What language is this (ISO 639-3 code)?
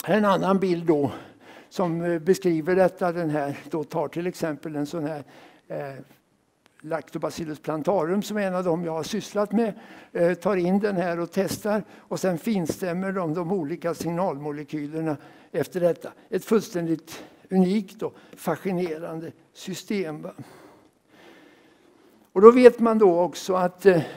swe